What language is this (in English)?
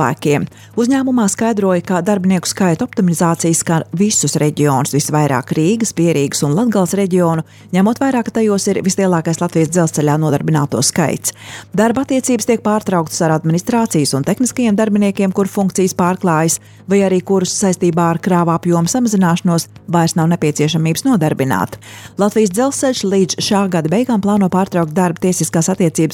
Latvian